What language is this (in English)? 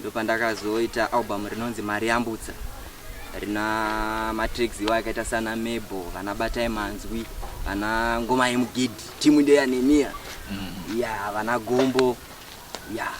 Shona